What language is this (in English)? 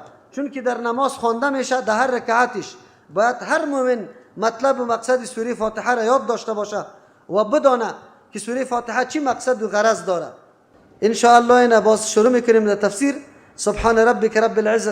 Persian